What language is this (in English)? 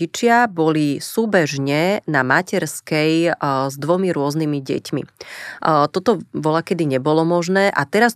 Slovak